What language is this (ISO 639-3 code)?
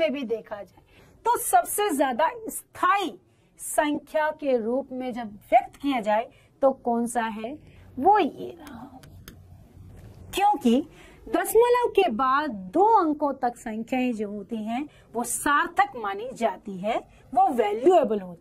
hin